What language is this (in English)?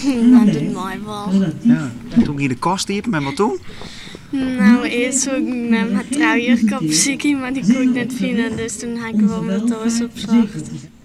Western Frisian